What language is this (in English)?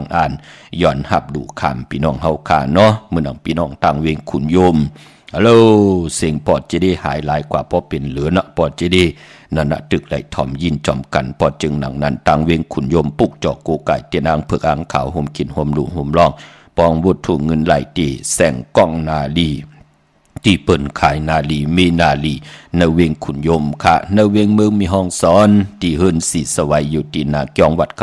Shan